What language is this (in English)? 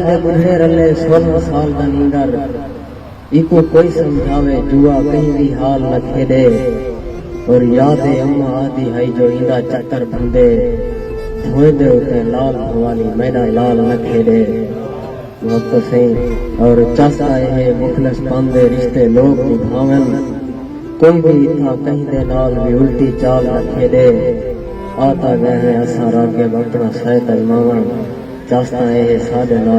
Saraiki